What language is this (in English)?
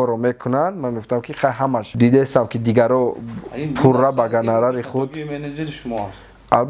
Tajik